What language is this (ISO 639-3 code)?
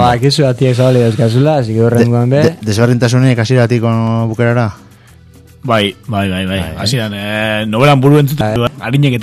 eus